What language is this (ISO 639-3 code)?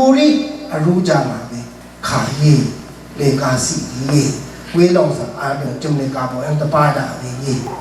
raw